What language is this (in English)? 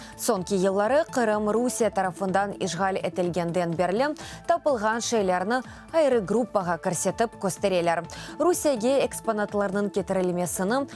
Crimean Tatar